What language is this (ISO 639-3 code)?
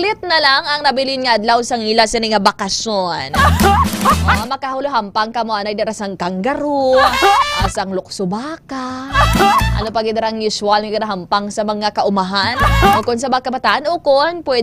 hil